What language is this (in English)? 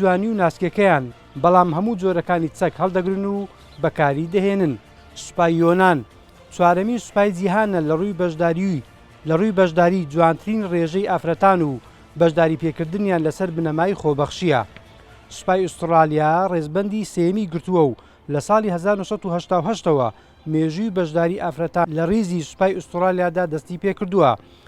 Central Kurdish